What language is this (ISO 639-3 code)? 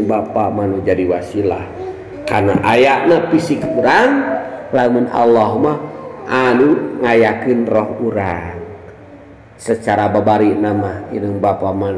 sun